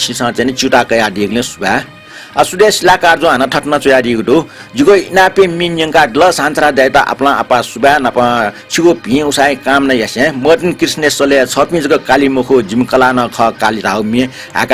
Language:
Newari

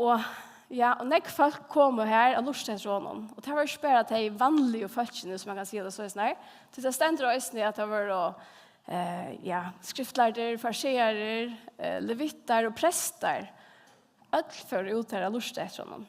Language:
Faroese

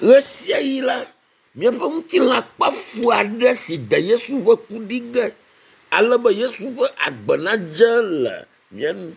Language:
Ewe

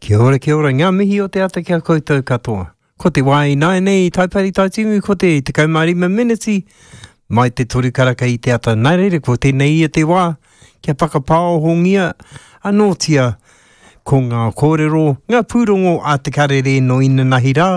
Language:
Māori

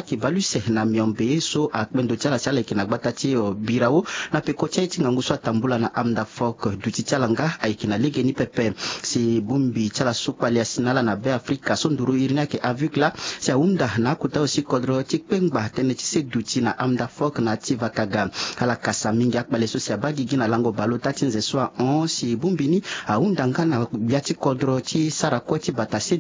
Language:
Sango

